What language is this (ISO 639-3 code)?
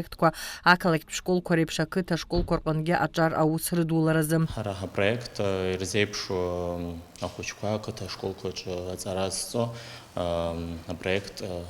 abk